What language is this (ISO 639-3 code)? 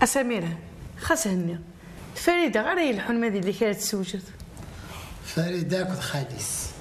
kab